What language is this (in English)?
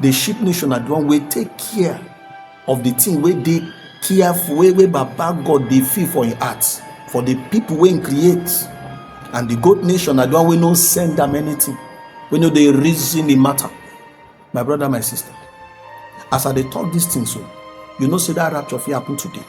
Nigerian Pidgin